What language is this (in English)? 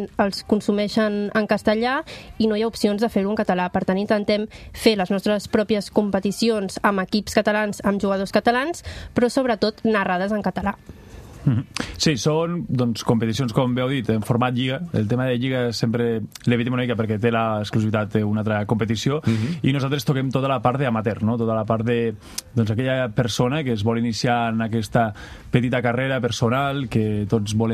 Catalan